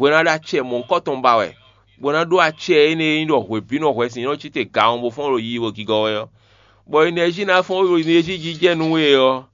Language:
Fon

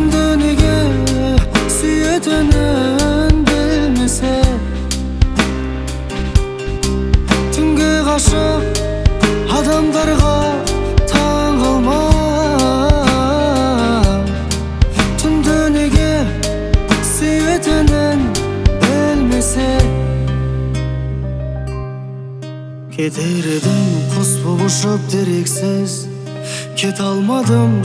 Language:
Kazakh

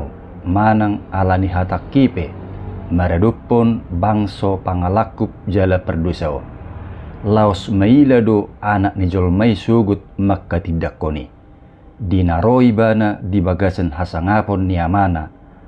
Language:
Batak Toba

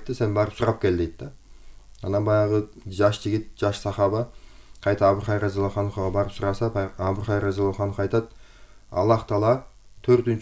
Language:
Kyrgyz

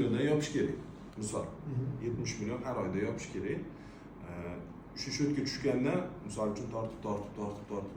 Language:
Uzbek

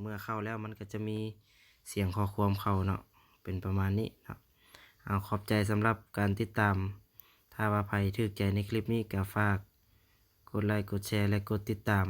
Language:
Lao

